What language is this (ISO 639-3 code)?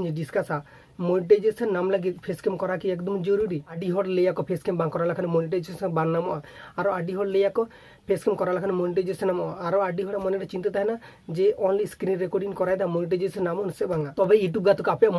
sat